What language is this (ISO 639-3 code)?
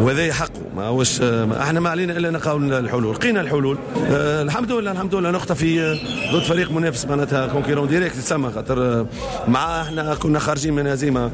aeb